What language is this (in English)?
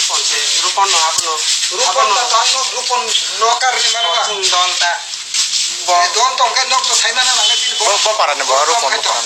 Kok Borok